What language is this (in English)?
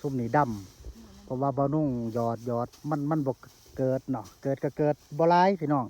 Northeastern Thai